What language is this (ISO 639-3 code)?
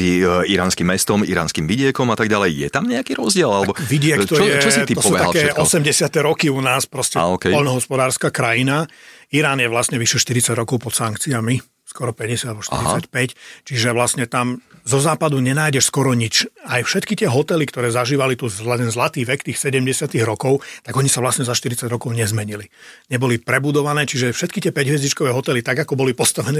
slk